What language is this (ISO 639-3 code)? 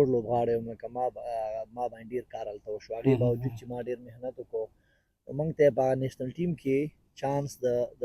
pus